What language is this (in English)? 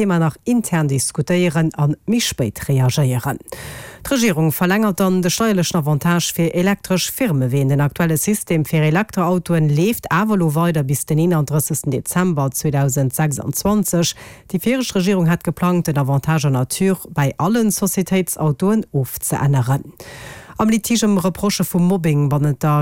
Luxembourgish